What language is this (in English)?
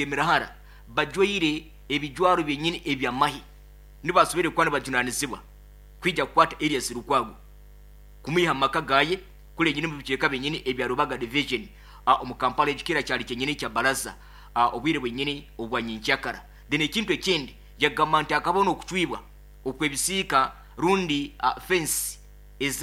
Nyankole